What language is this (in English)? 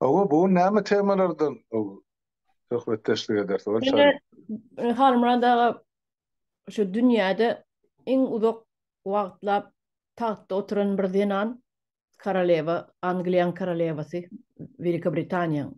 Turkmen